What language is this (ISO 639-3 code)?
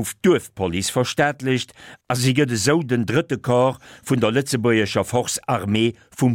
ltz